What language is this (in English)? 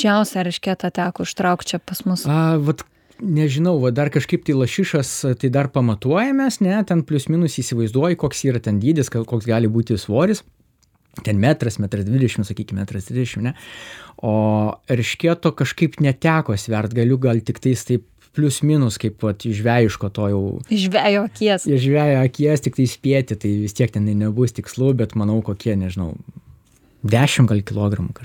Lithuanian